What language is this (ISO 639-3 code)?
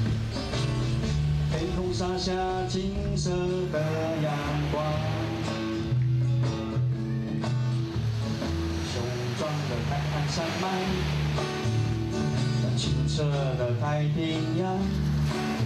zho